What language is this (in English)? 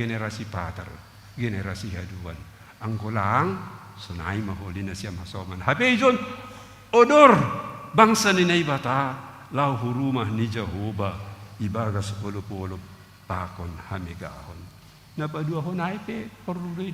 Batak Simalungun